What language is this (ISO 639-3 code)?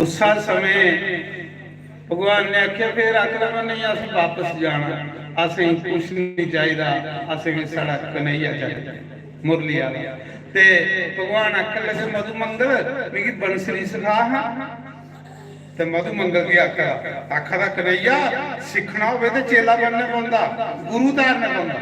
doi